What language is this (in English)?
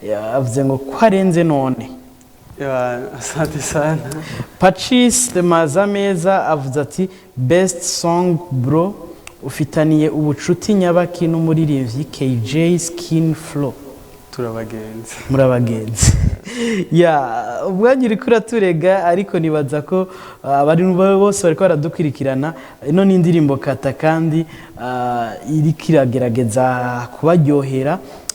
Rundi